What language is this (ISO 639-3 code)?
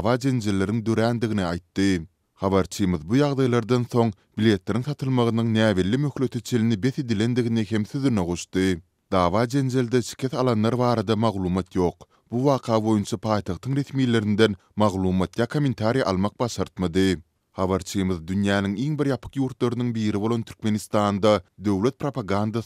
tuk